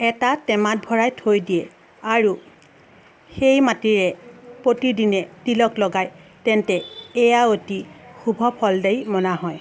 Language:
Assamese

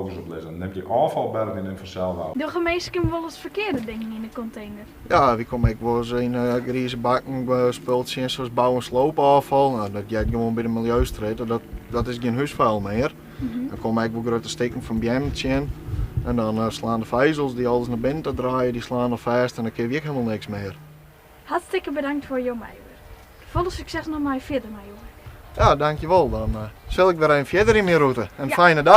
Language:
Western Frisian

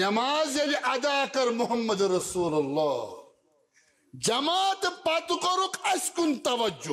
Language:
Kashmiri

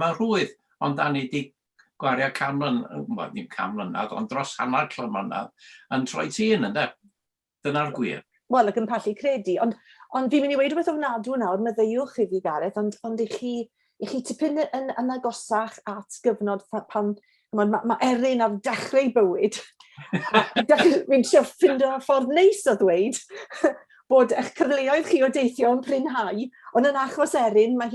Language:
Welsh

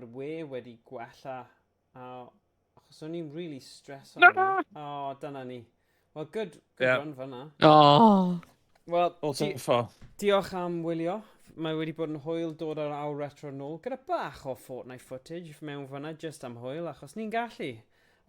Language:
Welsh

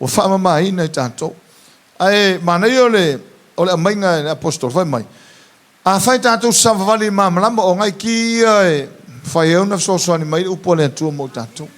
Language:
Samoan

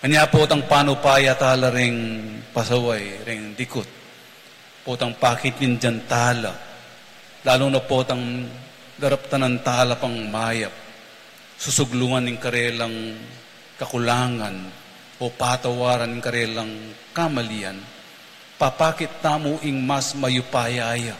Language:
Pampanga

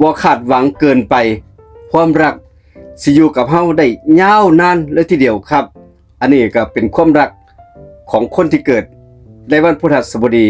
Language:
Northeastern Thai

